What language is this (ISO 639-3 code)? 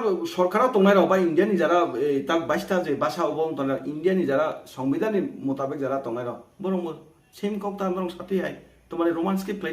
trp